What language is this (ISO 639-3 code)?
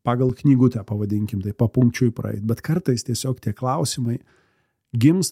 lit